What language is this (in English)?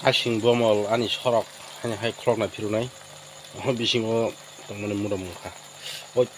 Kok Borok